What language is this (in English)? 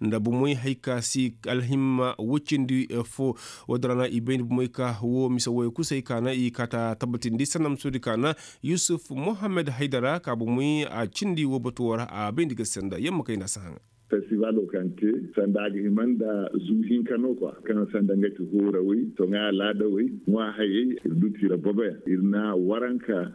Koyraboro Senni